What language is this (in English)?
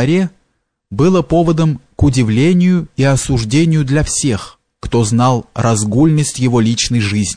Russian